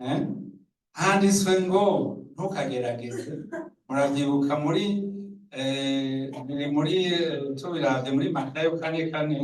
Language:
Rundi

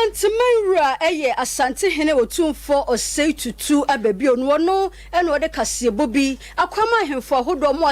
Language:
Akan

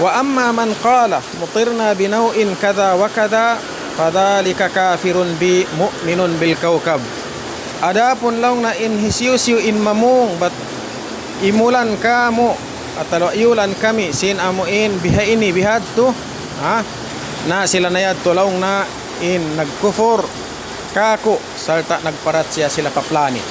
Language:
Tausug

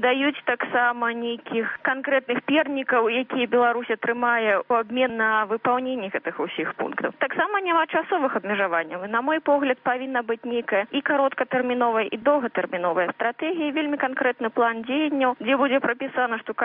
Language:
Belarusian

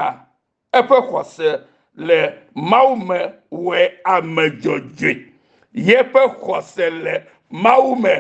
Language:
Ewe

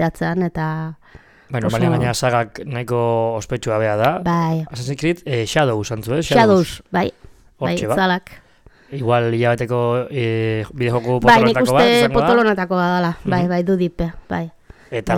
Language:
Basque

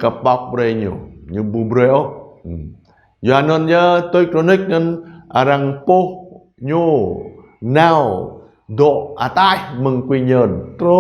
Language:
Jarai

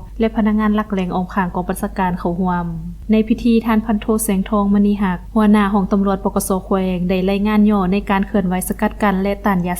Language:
Lao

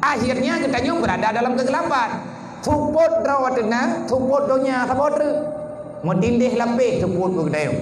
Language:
Achinese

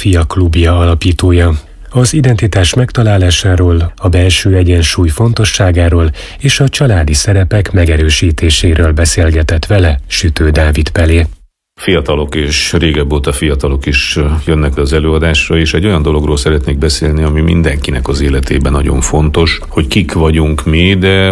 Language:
Hungarian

